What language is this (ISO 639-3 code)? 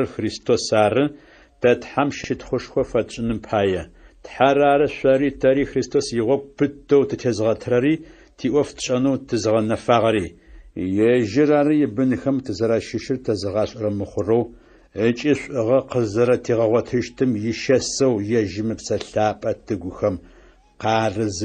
ady